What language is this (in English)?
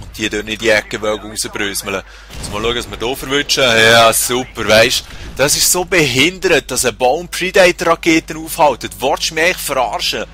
Swiss German